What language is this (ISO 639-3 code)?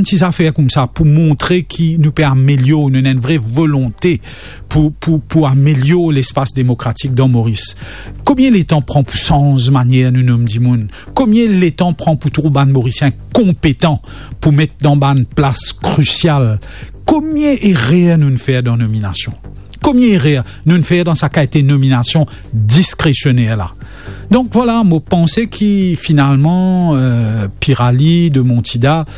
mfe